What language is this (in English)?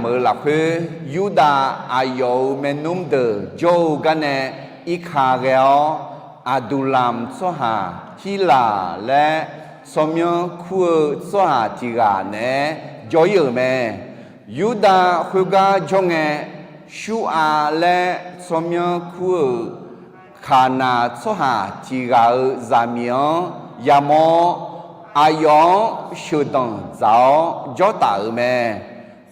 Akha